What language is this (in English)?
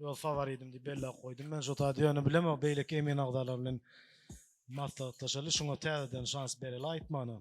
Turkmen